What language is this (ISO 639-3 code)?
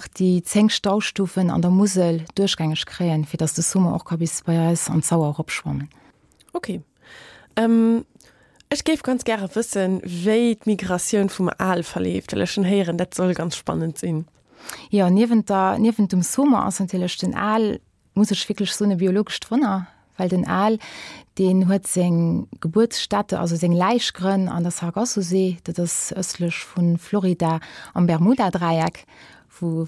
ltz